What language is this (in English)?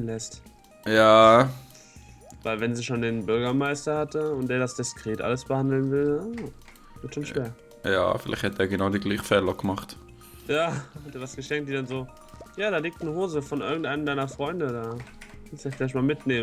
Swiss German